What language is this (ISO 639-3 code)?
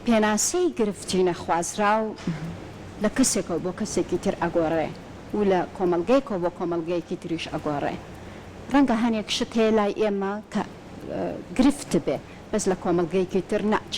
ckb